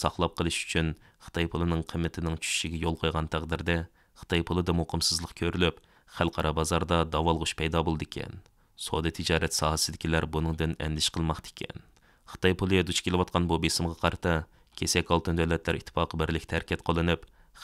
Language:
Uyghur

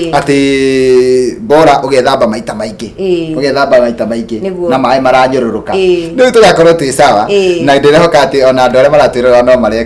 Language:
Kikuyu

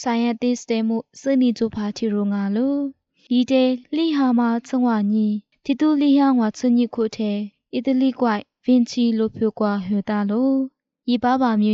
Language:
Lisu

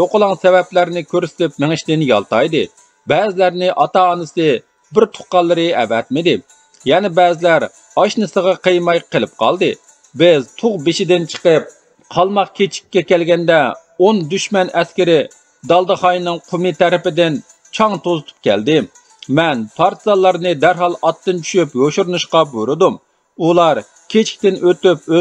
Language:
Uyghur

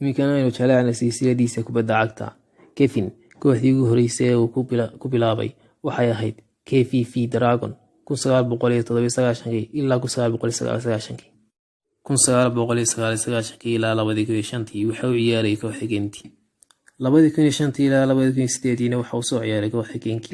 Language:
Somali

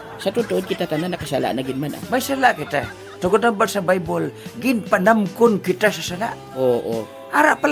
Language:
Hiligaynon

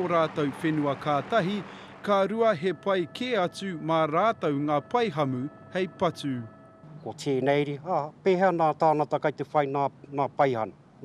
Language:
Māori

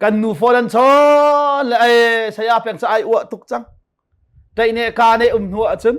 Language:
Hakha Chin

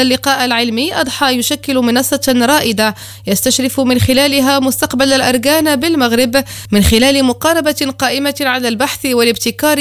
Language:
Arabic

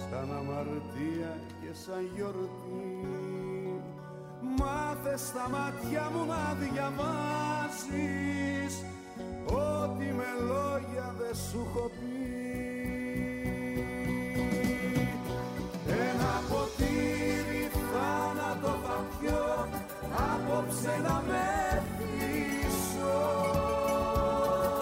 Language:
Greek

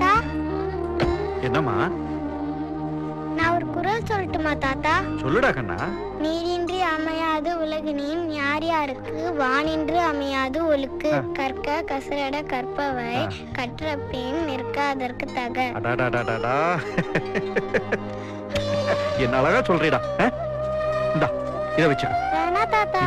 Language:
Tamil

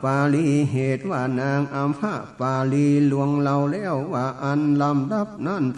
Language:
Northern Thai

